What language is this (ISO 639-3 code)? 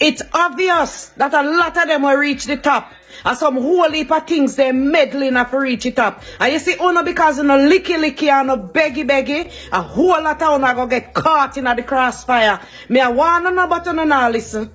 jam